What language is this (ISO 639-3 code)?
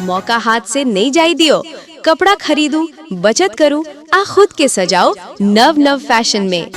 mai